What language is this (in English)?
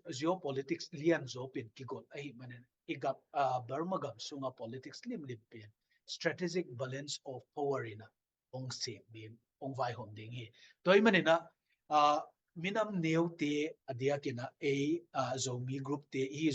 Tedim Chin